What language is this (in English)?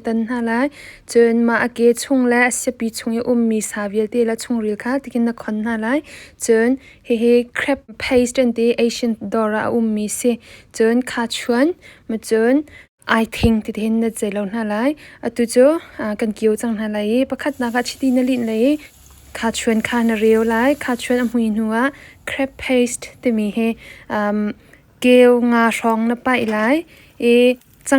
Hakha Chin